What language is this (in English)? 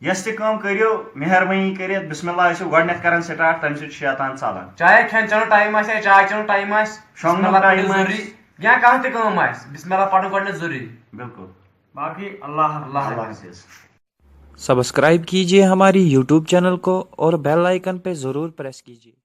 Kashmiri